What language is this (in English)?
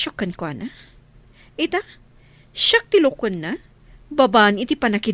Iloko